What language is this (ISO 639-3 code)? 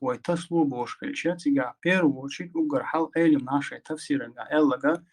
che